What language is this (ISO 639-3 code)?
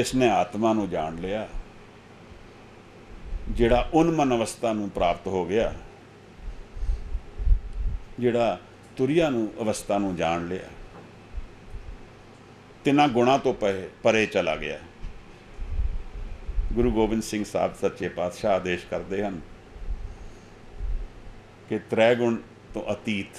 pan